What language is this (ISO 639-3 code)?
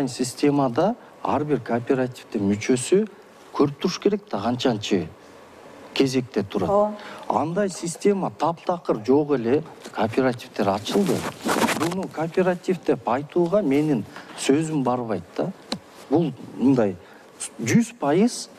kir